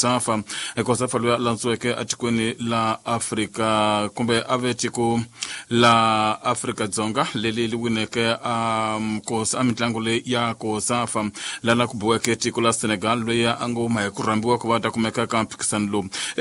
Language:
Tsonga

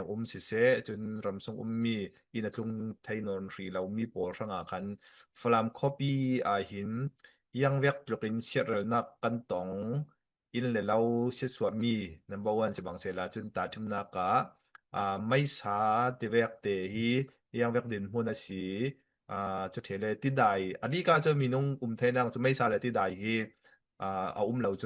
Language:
Falam Chin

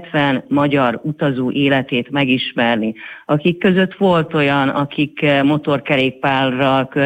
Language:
Hungarian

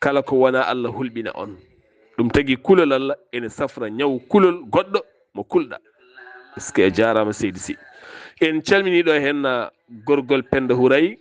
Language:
Fula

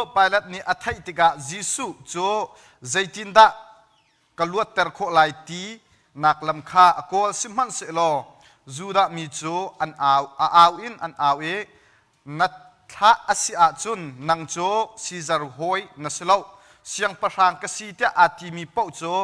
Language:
Hakha Chin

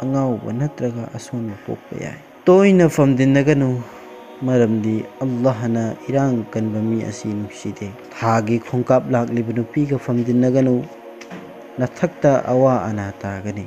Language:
Manipuri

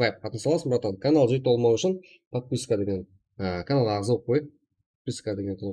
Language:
Kara-Kalpak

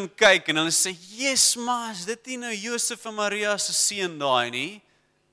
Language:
Afrikaans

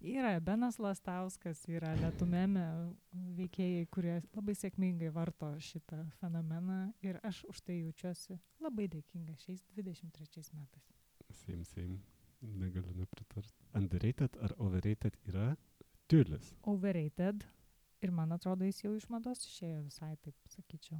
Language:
Lithuanian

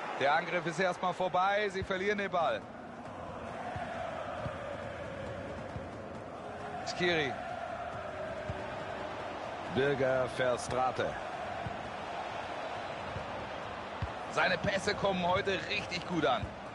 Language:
German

